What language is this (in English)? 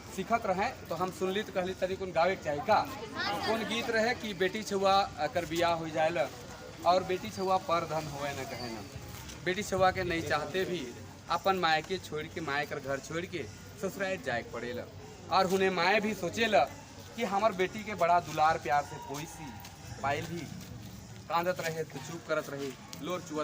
Sadri